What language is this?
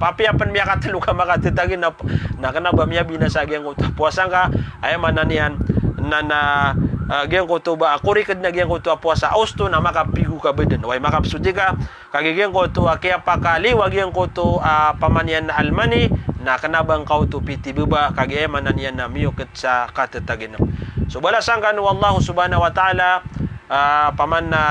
Maranao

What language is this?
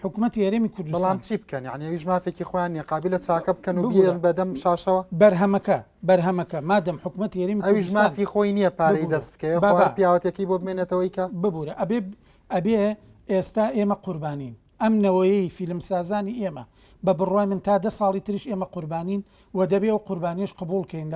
Central Kurdish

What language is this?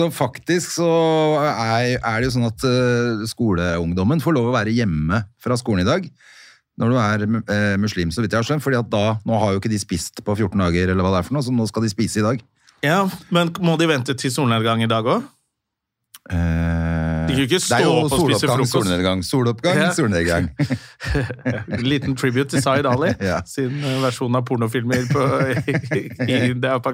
Norwegian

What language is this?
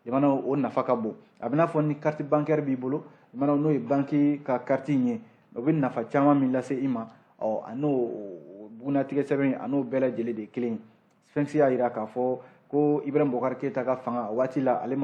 Bambara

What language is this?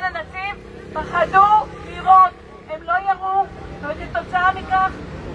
Hebrew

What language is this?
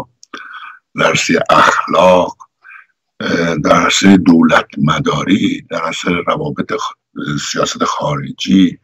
Persian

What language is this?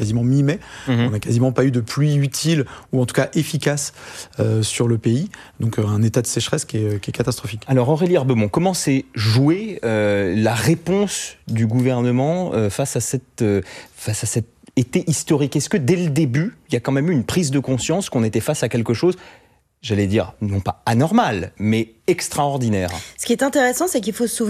French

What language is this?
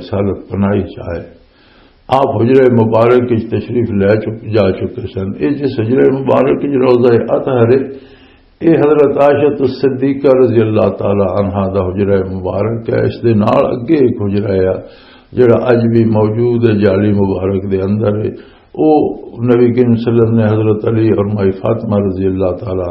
Western Panjabi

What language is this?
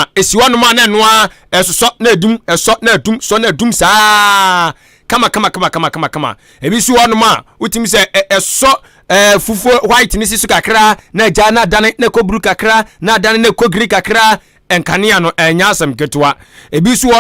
Akan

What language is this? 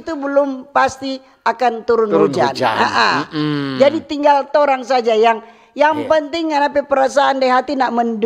Manado Malay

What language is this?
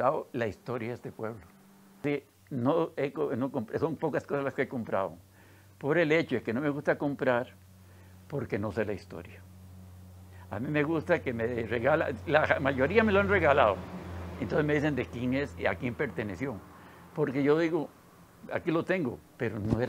Spanish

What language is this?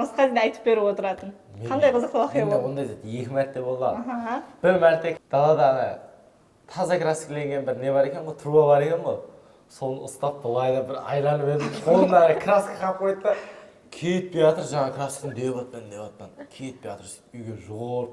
Kara-Kalpak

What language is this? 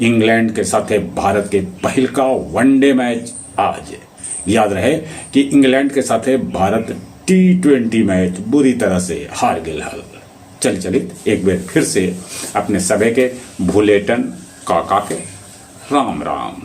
Magahi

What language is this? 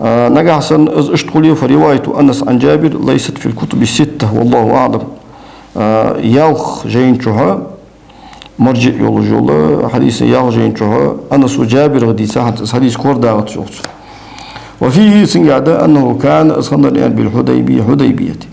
Ingush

